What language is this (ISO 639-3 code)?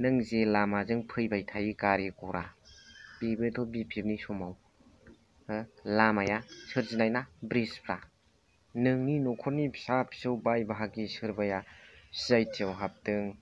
brx